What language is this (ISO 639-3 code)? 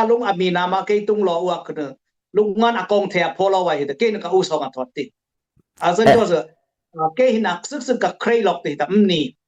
dis